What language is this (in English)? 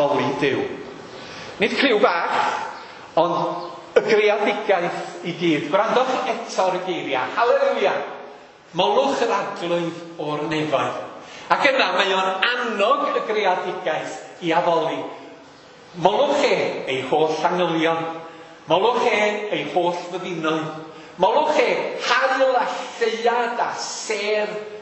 Welsh